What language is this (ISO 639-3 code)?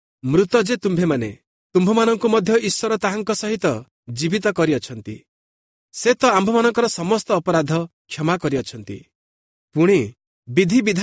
ori